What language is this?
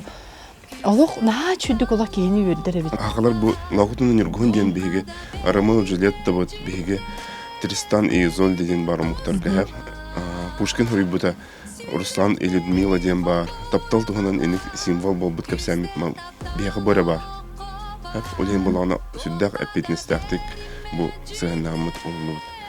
Yakut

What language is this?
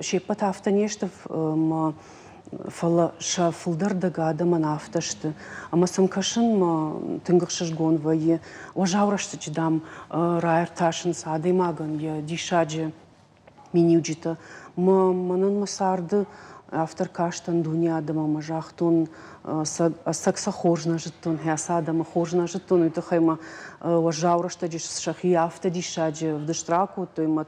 Ossetic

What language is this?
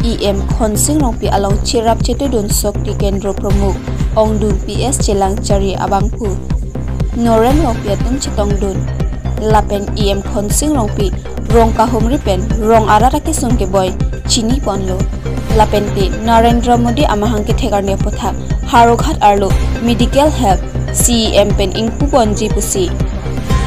Karbi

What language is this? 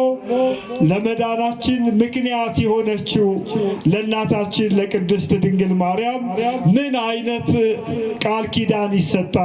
Amharic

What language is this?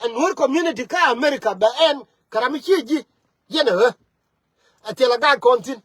Nuer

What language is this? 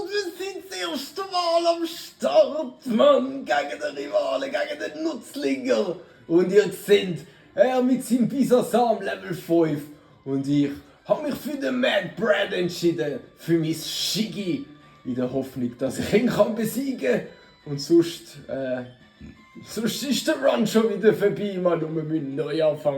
Swiss German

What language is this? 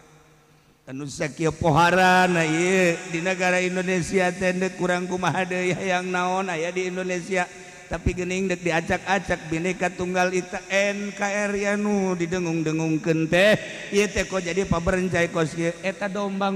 Sundanese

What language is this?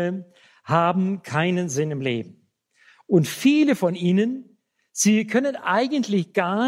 German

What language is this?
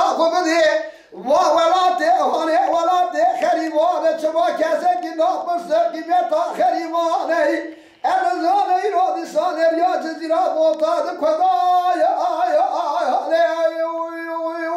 Kurdish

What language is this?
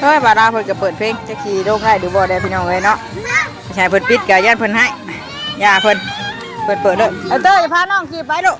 Northeastern Thai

